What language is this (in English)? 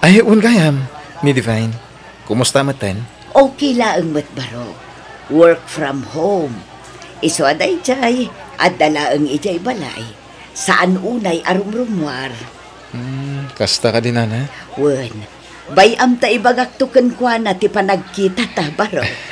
Iloko